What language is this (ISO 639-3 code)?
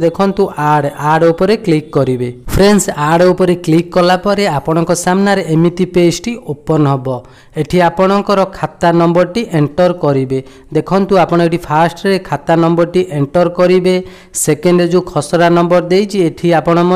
ori